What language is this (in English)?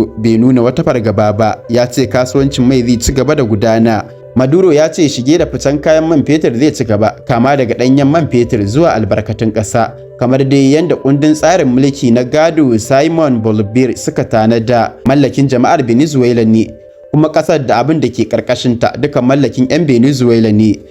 Hausa